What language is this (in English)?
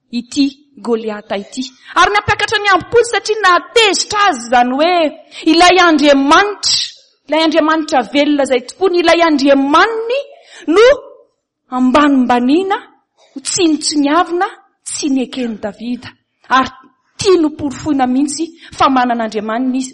Malagasy